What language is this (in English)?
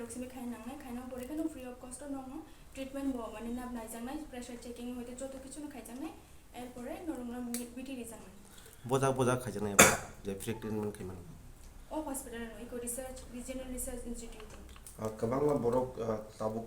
Kok Borok